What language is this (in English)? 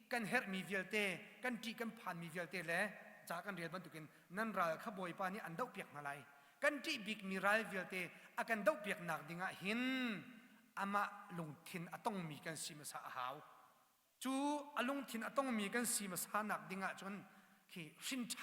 Hakha Chin